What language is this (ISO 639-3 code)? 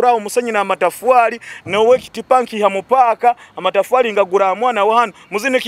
nyo